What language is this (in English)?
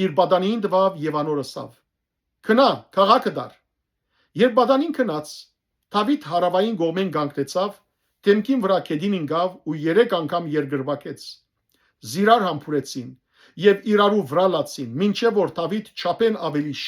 Western Armenian